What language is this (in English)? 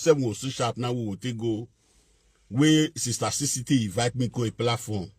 Nigerian Pidgin